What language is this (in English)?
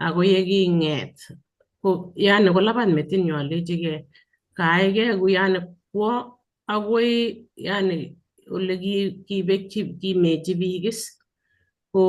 Kalenjin